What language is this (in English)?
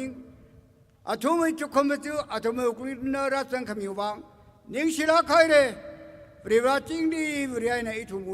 Tangkhul Naga (India)